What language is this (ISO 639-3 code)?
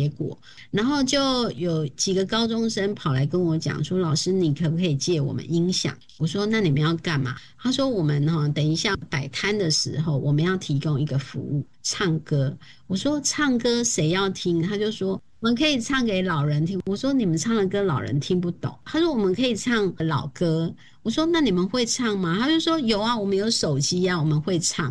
zho